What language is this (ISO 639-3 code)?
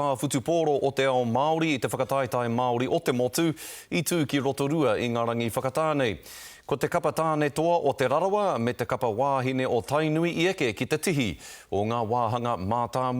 mri